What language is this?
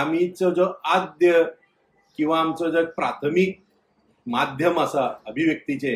Konkani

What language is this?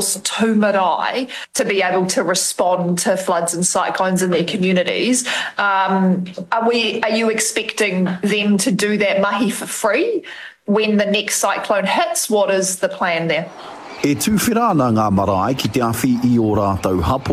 Māori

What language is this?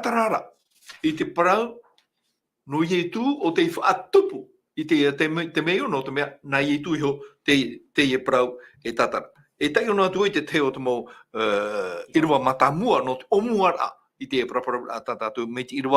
Tahitian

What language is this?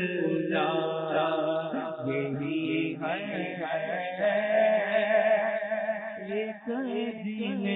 Urdu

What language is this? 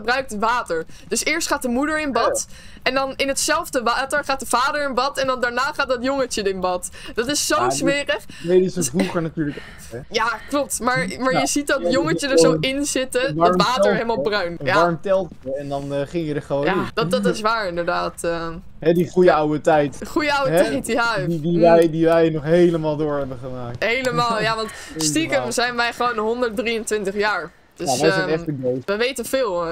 Dutch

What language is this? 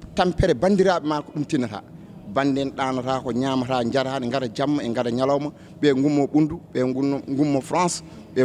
Fula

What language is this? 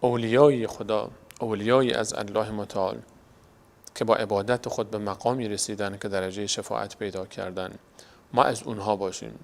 Persian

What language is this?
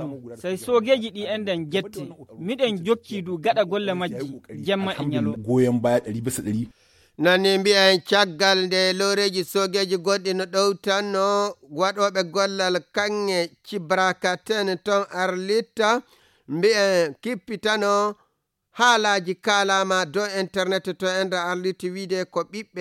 Fula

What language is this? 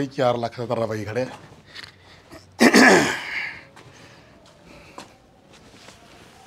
Punjabi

